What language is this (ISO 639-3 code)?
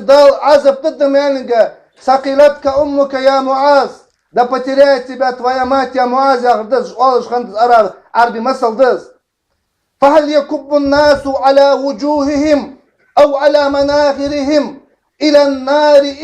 inh